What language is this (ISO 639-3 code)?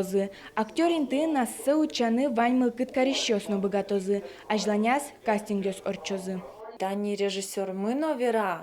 udm